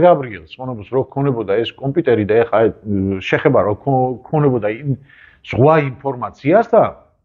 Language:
Georgian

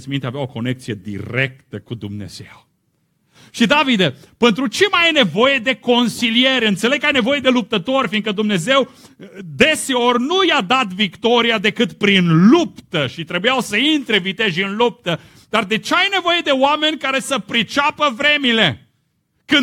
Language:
Romanian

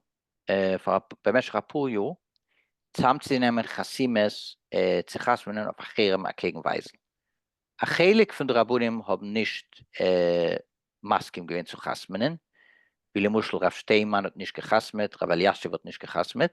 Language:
Yiddish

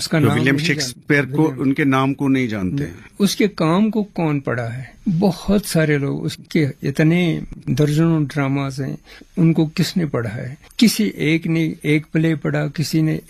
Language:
Urdu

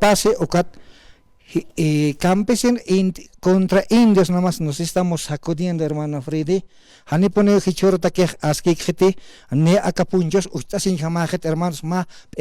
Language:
Aymara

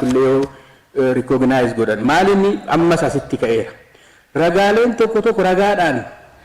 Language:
Oromo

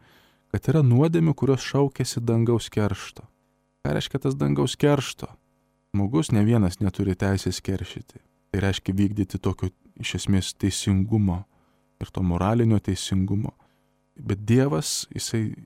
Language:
Lithuanian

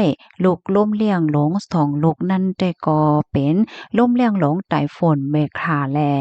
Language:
Shan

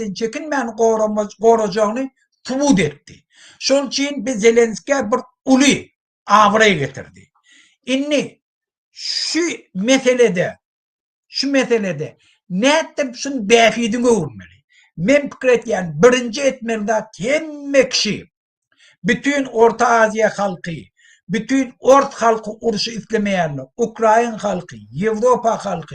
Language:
Turkmen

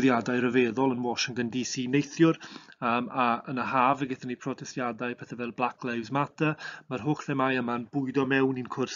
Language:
Welsh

